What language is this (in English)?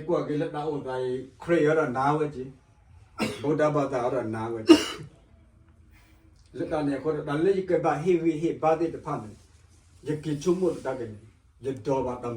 S'gaw Karen